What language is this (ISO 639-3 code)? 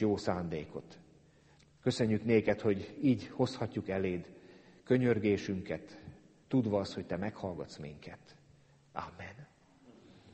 hun